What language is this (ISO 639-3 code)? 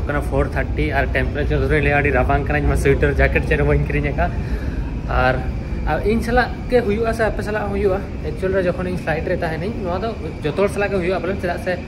sat